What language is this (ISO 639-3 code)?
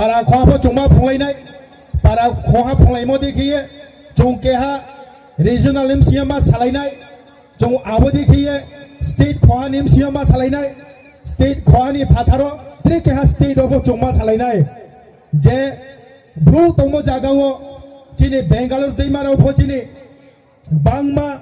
ria